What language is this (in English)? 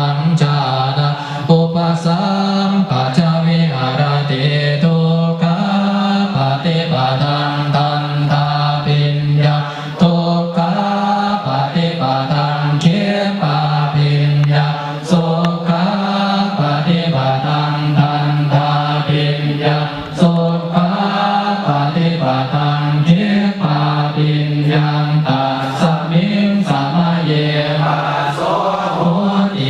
Pali